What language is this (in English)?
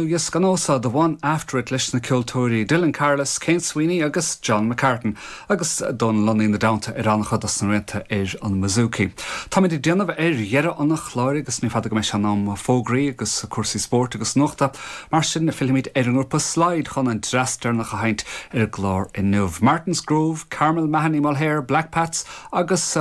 Irish